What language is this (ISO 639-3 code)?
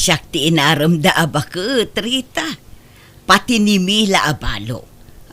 ilo